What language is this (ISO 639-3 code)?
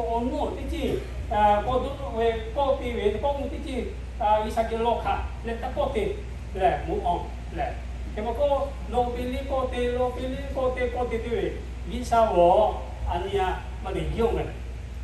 lhu